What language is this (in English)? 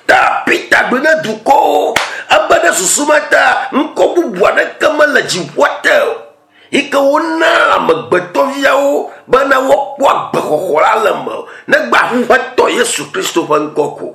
Ewe